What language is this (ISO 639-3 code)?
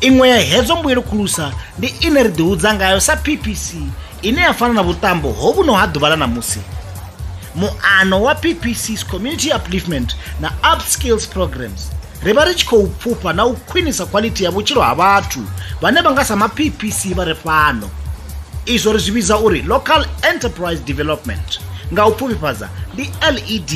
ven